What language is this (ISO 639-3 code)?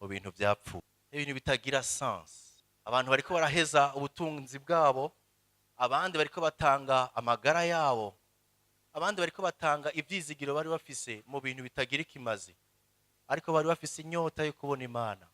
run